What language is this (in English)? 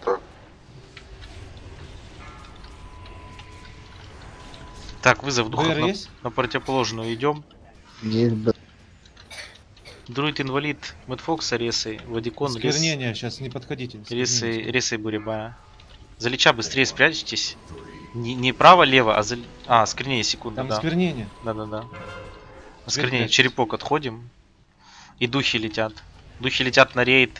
Russian